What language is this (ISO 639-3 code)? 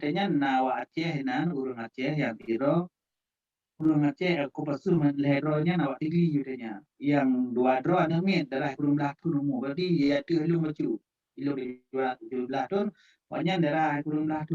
ace